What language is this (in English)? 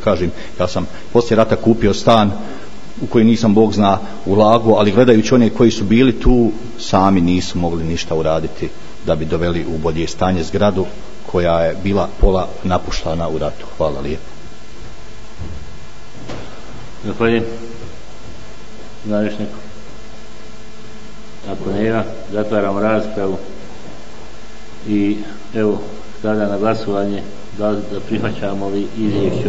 Bosnian